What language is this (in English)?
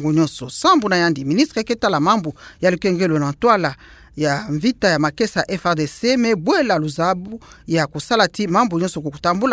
Kituba (Democratic Republic of Congo)